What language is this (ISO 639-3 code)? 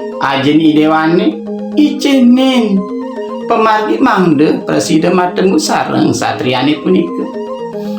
ban